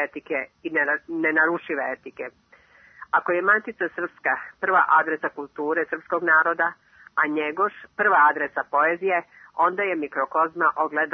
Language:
Serbian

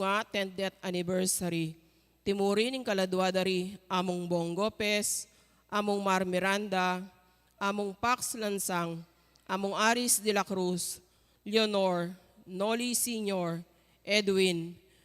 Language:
Pampanga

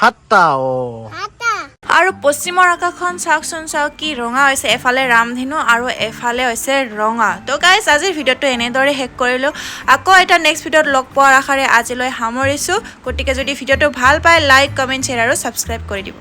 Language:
Assamese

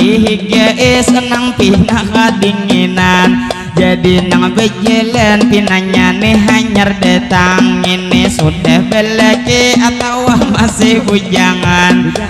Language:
Banjar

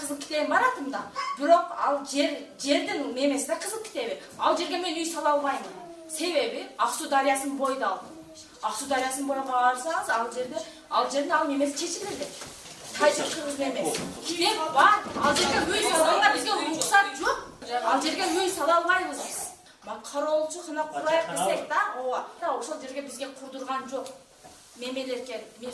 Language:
Kyrgyz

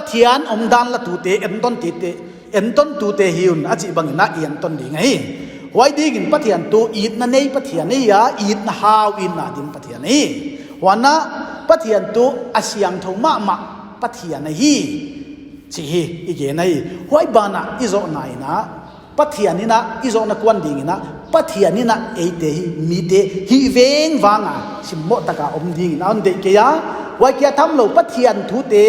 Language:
Paite Chin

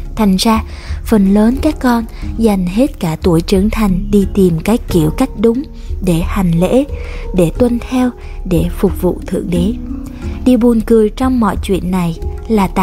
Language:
Vietnamese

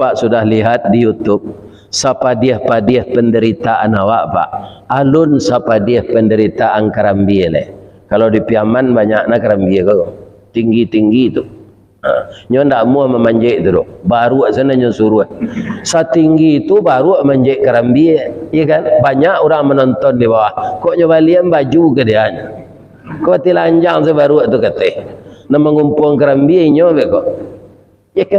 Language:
Minangkabau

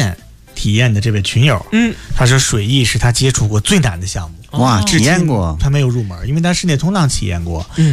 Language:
Chinese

